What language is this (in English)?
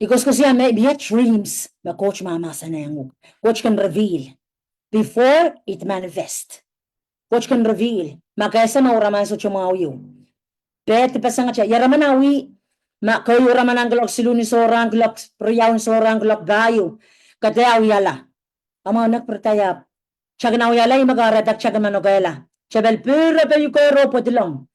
Pohnpeian